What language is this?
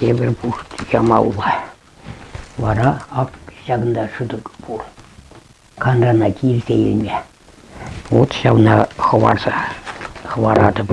Chuvash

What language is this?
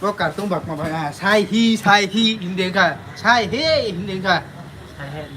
Riang (India)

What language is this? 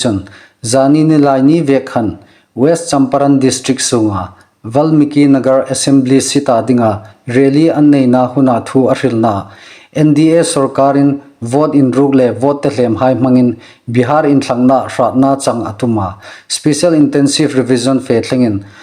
Hmar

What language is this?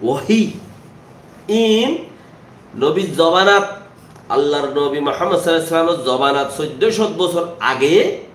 Rohingya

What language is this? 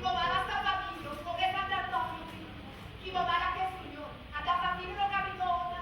Neapolitan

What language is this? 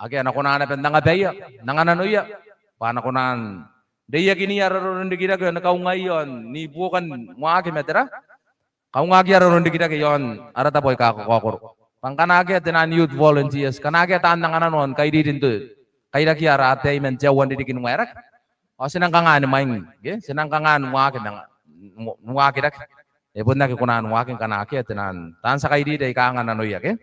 Gilbertese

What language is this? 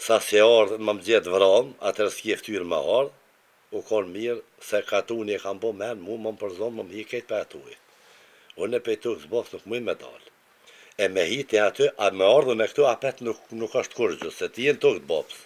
Albanian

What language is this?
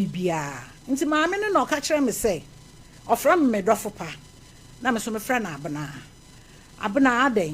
Akan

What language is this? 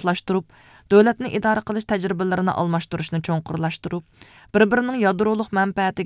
Uyghur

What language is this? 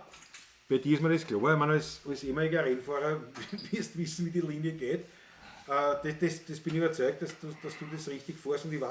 Bavarian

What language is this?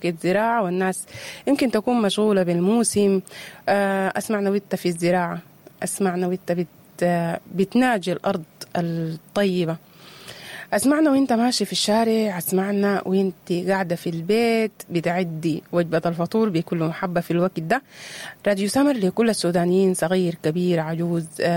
Sudanese Arabic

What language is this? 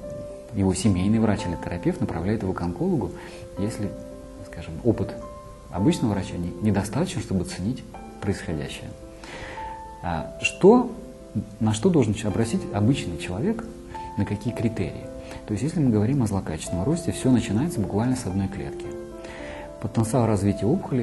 Russian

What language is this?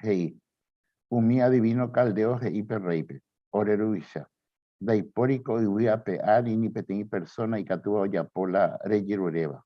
Guarani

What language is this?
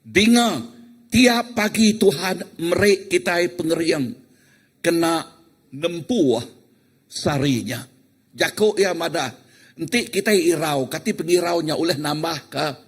Iban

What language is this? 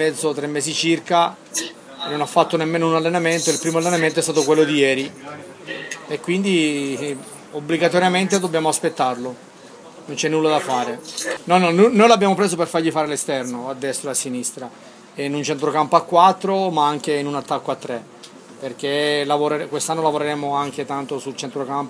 Italian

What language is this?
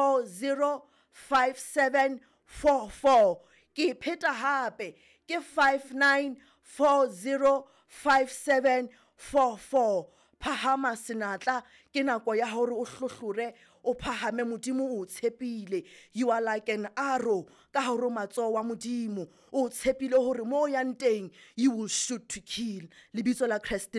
Southern Sotho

